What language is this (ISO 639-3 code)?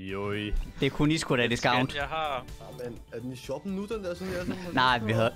dan